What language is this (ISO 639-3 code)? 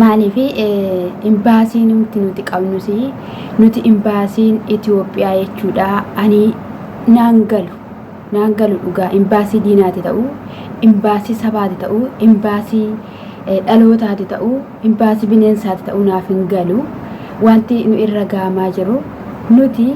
orm